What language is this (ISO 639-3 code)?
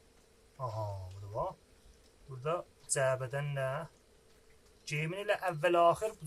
azb